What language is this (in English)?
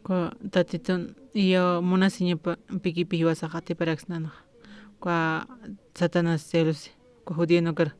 Aymara